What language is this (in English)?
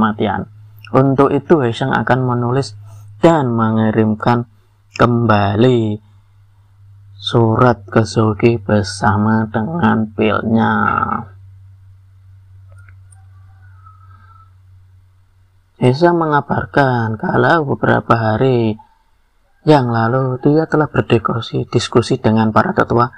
Indonesian